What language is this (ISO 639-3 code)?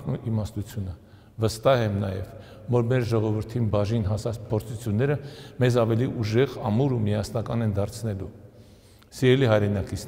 hye